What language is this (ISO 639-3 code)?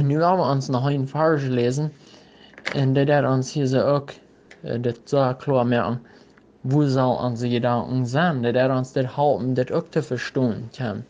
pdt